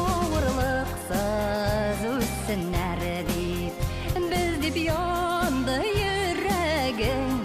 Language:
Bashkir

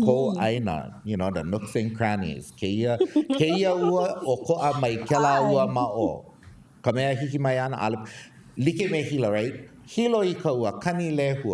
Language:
Hawaiian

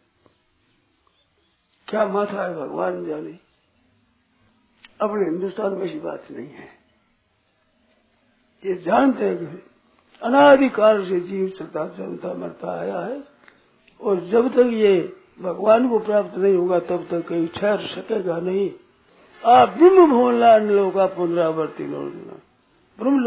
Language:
Hindi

